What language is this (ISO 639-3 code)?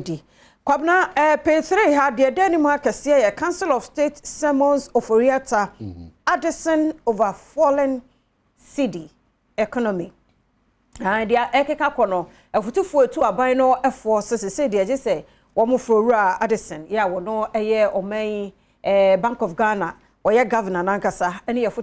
aka